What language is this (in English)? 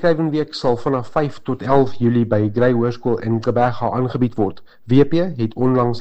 Afrikaans